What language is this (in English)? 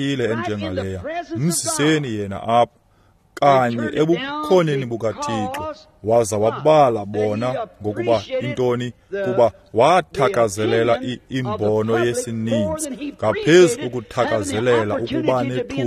Xhosa